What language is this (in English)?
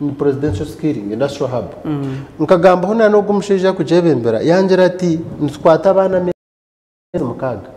Nyankole